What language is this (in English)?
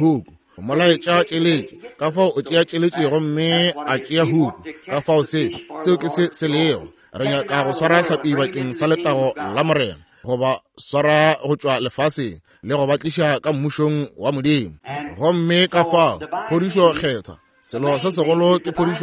Northern Sotho